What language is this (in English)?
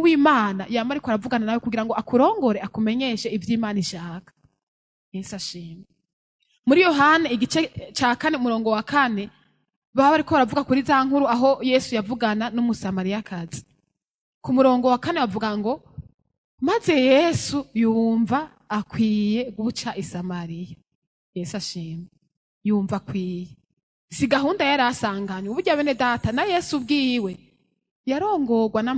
Rundi